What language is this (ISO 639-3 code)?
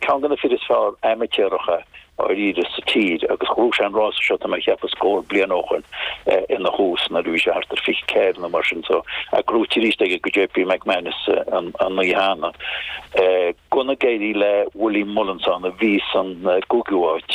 gle